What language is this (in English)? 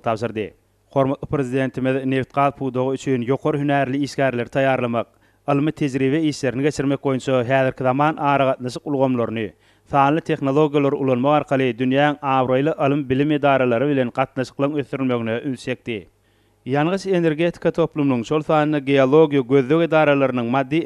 Turkmen